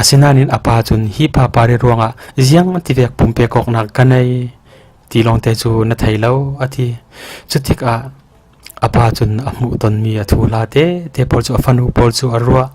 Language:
Falam Chin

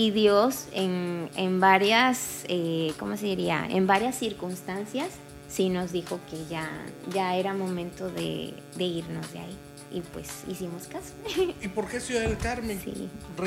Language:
Spanish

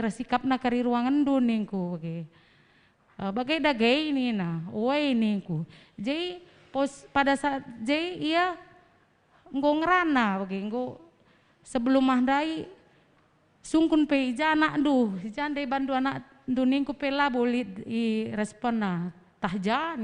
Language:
Batak Karo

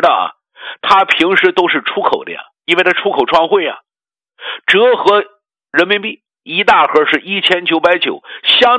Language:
Chinese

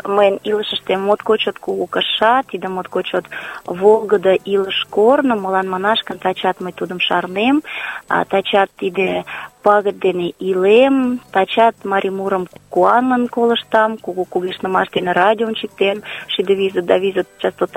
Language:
Mari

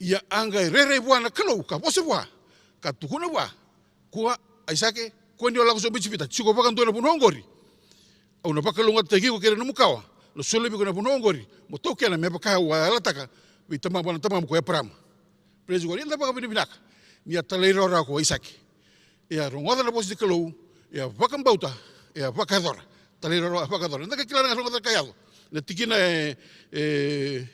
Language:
Fijian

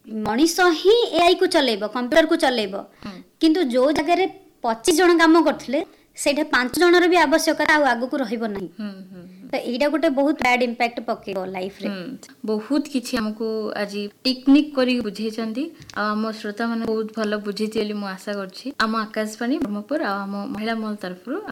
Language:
Odia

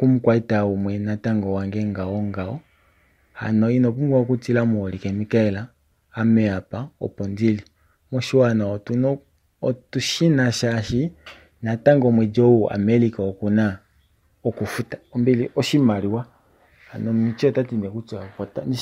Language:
Kuanyama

